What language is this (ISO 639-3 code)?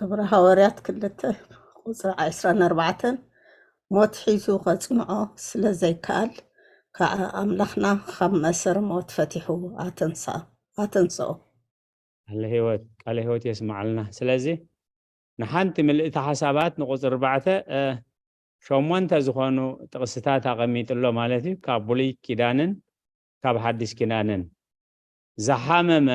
tir